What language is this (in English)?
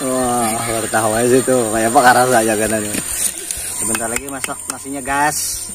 Banjar